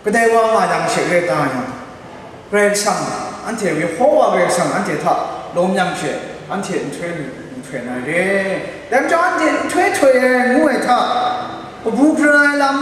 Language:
Kachin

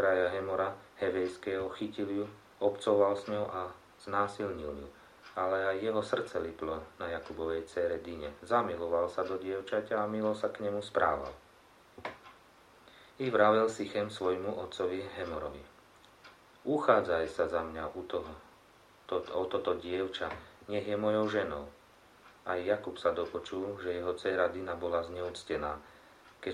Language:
Slovak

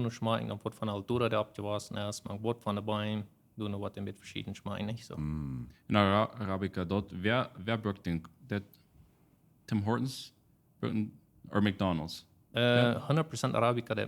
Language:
Plautdietsch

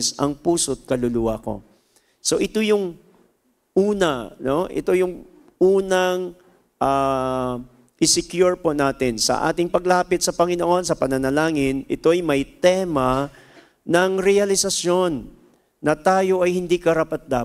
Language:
Filipino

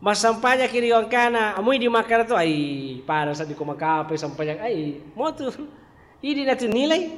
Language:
Buginese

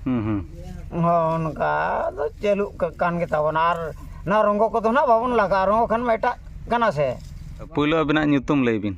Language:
Santali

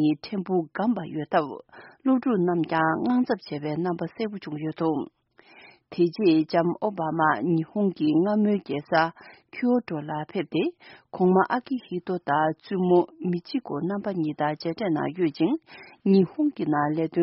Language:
Tibetan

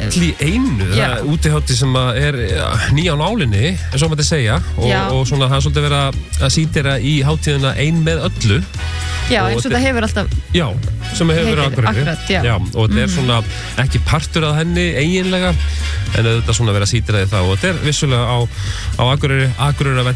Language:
Icelandic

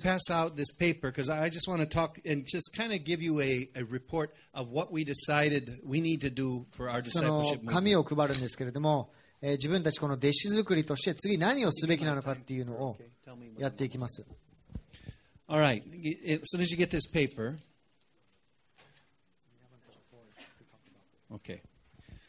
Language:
Japanese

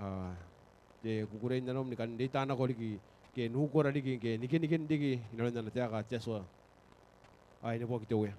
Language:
Gilbertese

